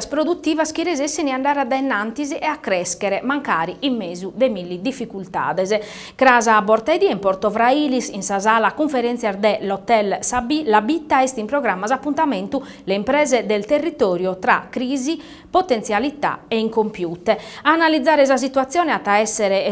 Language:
Sardinian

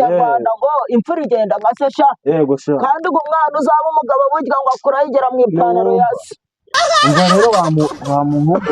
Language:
Kinyarwanda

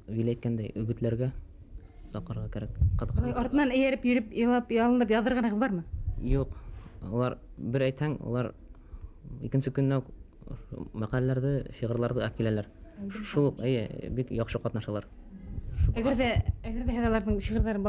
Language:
Bashkir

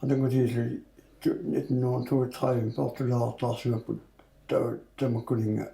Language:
Kalaallisut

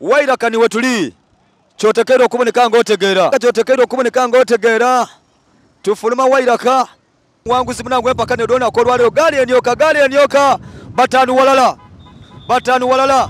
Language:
Soga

